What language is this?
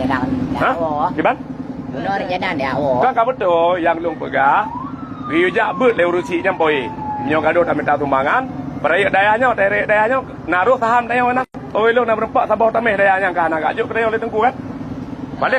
Achinese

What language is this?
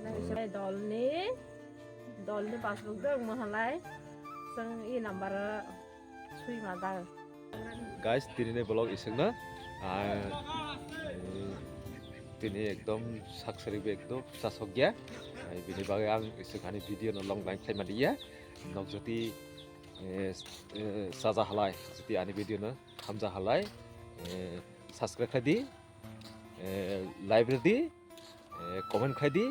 Kok Borok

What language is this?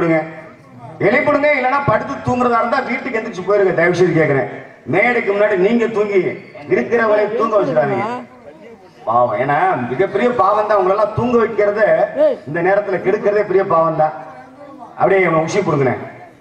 Tamil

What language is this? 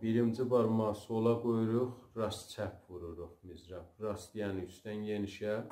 South Azerbaijani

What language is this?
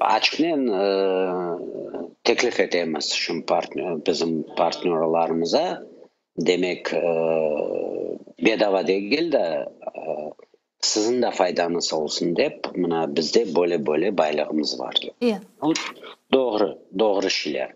Crimean Tatar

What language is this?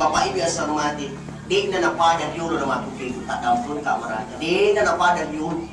Buginese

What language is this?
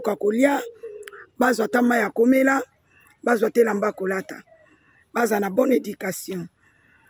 Lingala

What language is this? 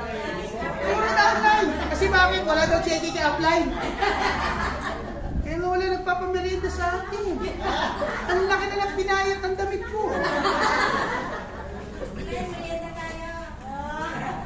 Filipino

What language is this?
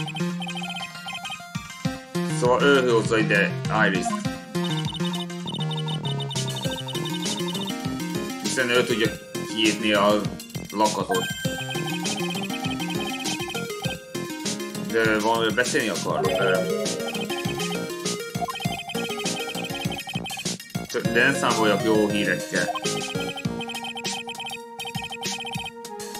Hungarian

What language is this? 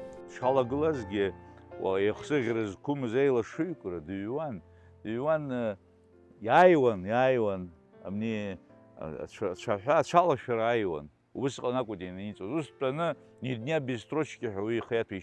Abkhazian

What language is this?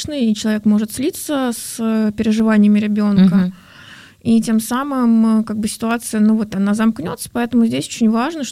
Russian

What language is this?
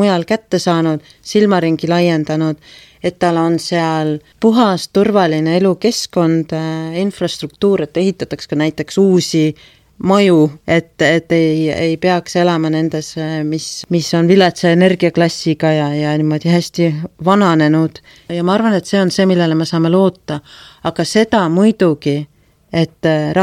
Estonian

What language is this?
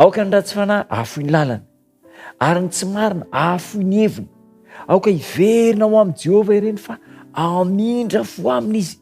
Malagasy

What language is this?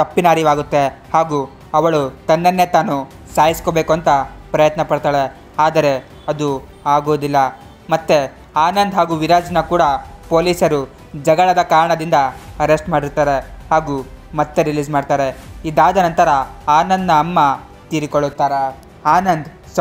Kannada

